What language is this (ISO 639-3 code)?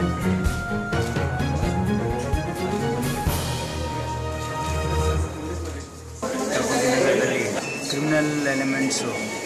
kan